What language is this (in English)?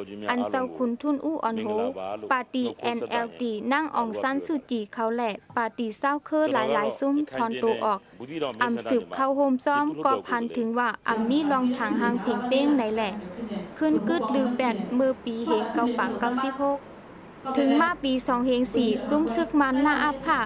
Shan